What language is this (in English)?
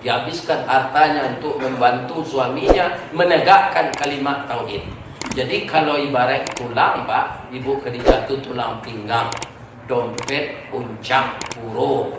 Minangkabau